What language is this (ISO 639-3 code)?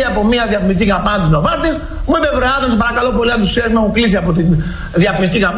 ell